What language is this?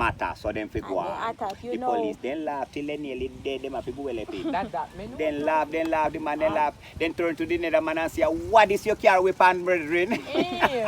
Jamaican Creole English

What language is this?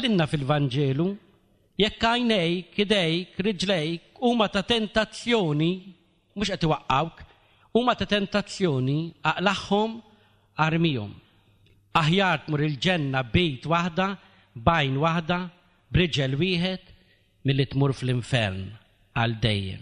Maltese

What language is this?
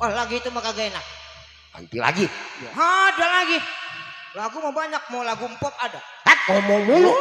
Betawi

